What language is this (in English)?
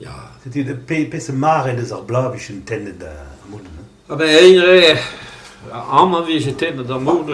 Breton